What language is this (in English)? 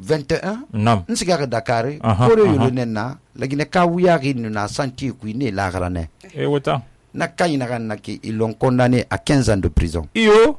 Susu